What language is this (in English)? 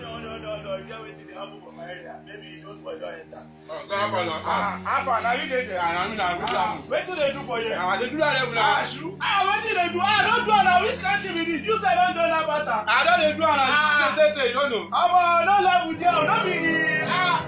Nigerian Pidgin